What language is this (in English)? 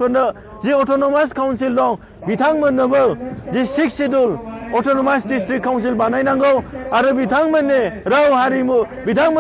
Bodo